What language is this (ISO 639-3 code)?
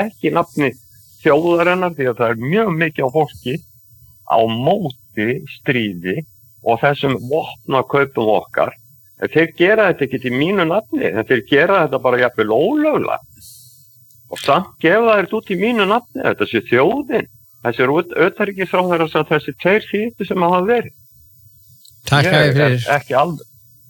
isl